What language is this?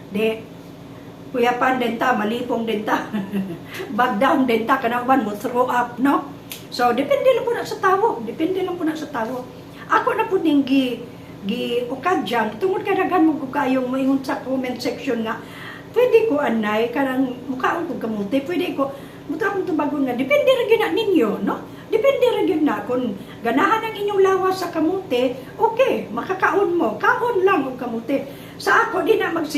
Cebuano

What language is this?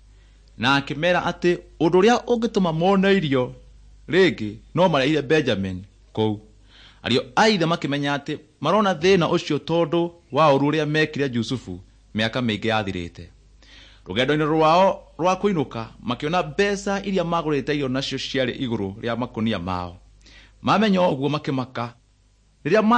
Kikuyu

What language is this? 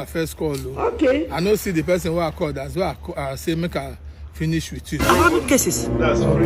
Nigerian Pidgin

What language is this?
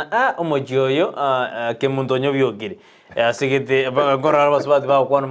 Gusii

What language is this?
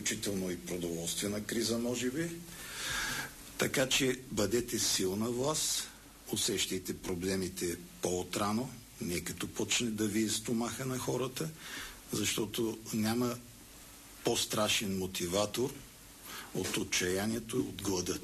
Bulgarian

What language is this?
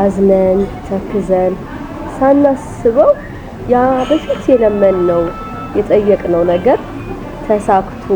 Amharic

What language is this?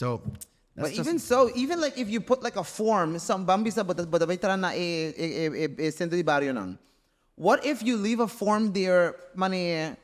Papiamento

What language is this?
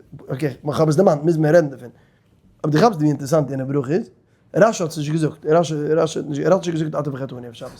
Yiddish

